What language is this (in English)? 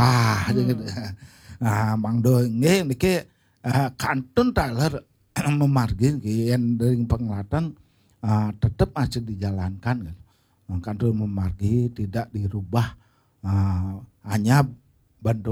Balinese